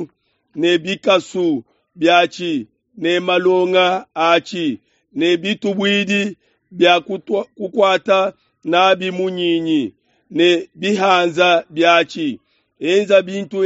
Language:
Luba-Lulua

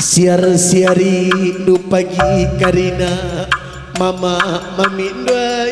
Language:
Batak Karo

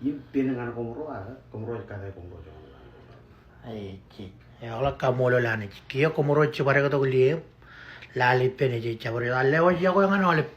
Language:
Marshallese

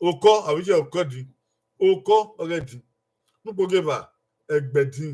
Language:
Bini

